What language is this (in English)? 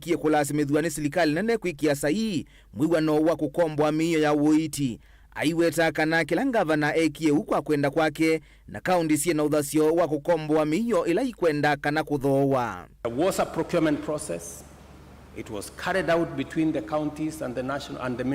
Kamba